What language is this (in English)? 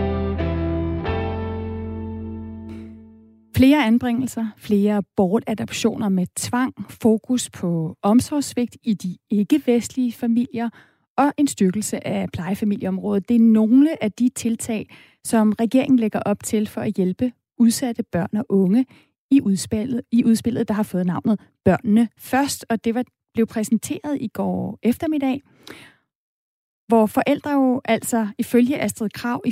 Danish